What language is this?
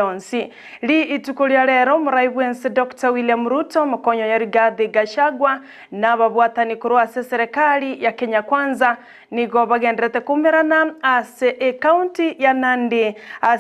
Gusii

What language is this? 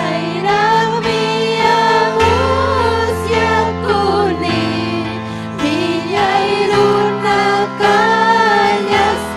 Ayacucho Quechua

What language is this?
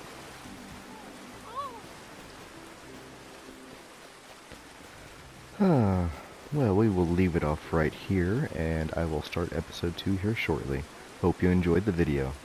English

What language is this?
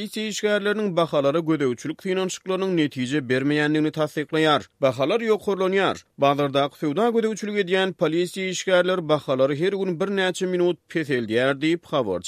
Turkmen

